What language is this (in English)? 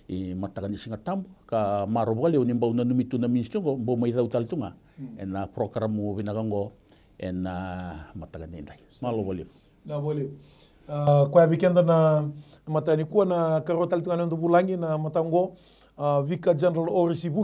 Fijian